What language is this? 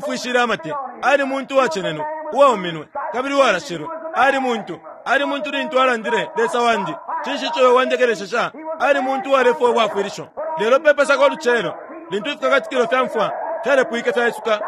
Bemba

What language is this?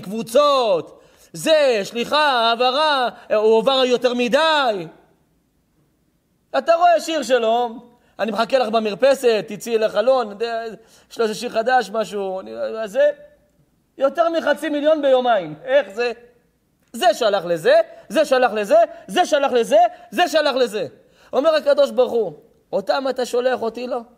Hebrew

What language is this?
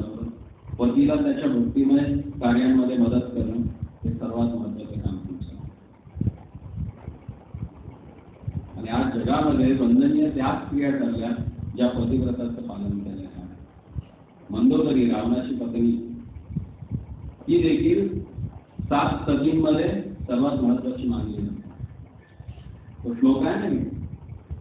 Marathi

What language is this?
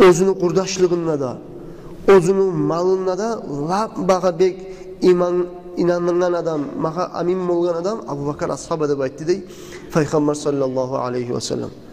Kumyk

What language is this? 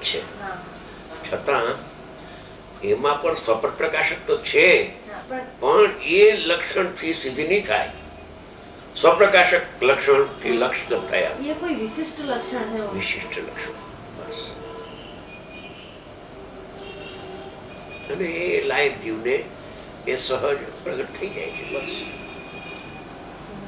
Gujarati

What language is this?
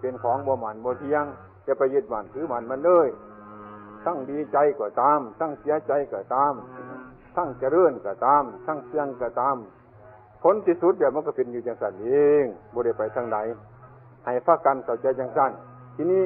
Northeastern Thai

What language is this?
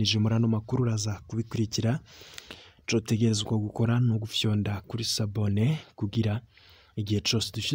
Rundi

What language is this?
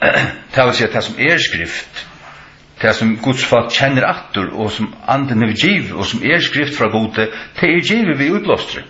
Faroese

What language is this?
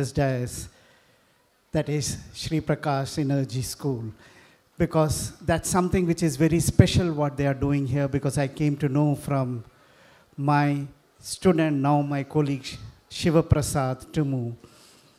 English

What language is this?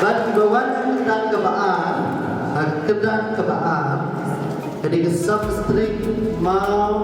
Khasi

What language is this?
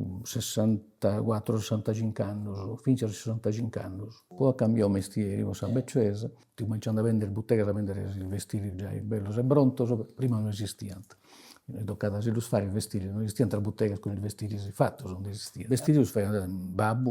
Sardinian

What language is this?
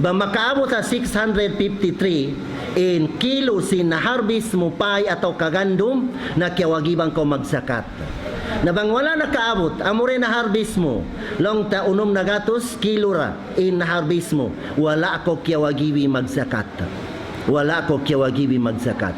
Tausug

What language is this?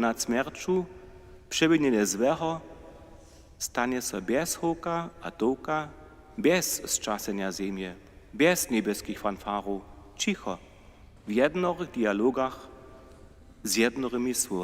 Upper Sorbian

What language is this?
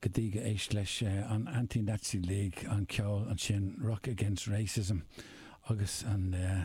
Irish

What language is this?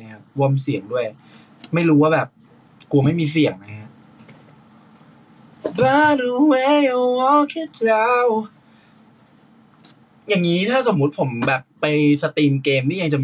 Thai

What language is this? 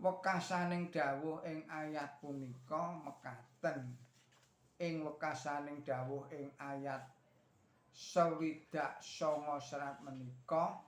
Javanese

